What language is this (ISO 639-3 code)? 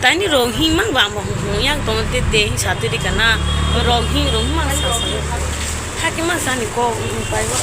trp